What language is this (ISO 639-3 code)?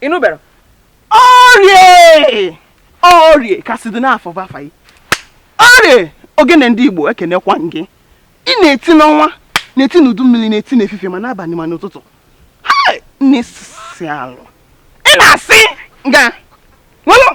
ibo